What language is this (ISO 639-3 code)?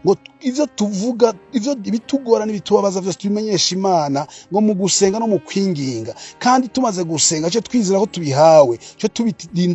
run